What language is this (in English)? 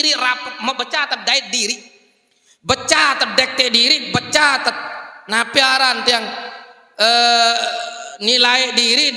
Sasak